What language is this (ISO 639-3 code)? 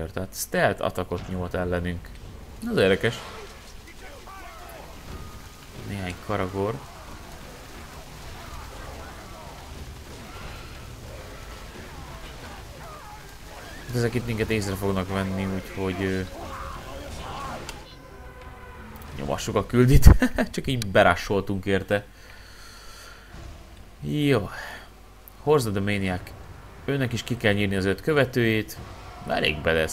hun